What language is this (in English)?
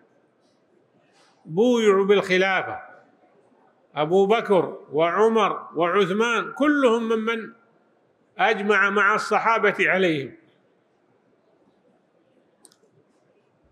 Arabic